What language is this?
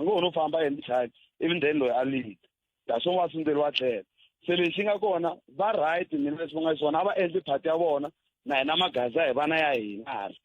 Tsonga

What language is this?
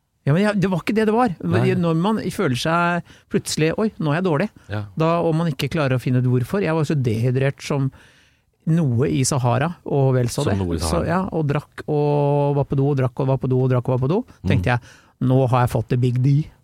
Norwegian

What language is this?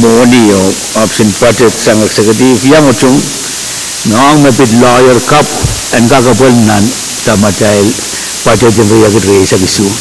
Pohnpeian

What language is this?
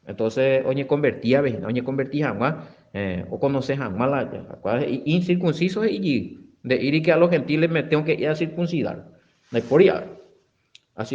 Guarani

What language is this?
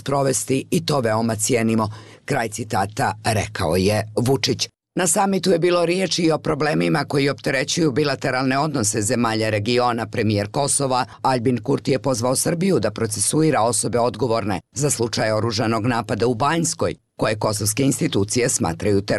Serbian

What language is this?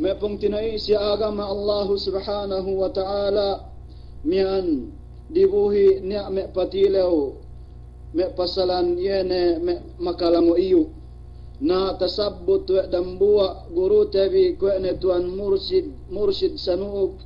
Yakan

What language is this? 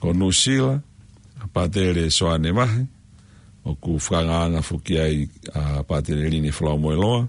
Tongan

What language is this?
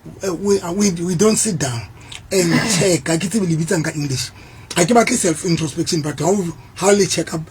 Southern Sotho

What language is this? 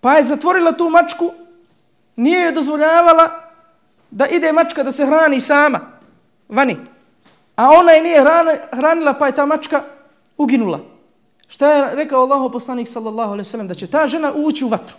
Bosnian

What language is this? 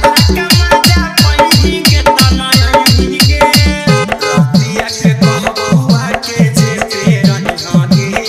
Magahi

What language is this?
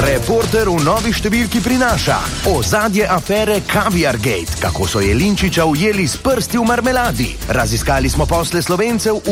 Slovenian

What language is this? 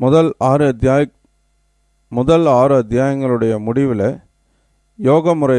Tamil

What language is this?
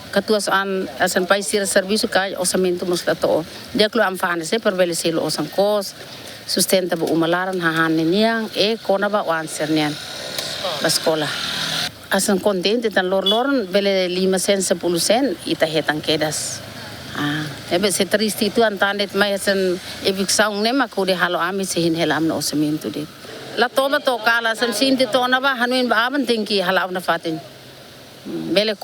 Tetum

